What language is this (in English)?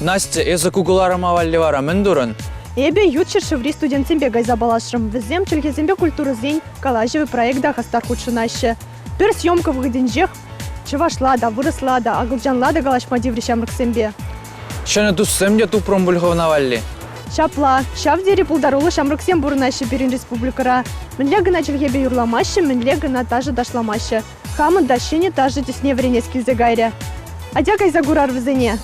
Chuvash